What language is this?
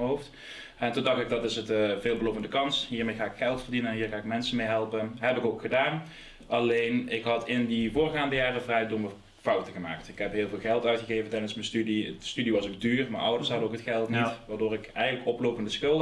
Dutch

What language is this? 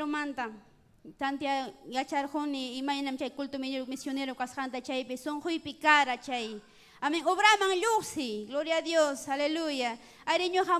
Ayacucho Quechua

